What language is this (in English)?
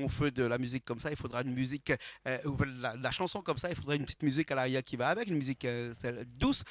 Réunion Creole French